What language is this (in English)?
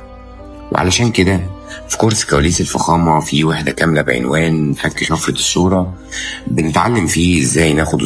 Egyptian Arabic